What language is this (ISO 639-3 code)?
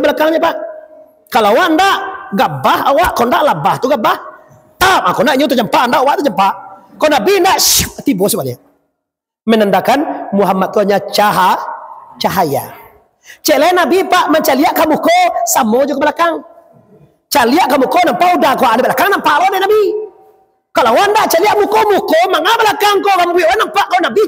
min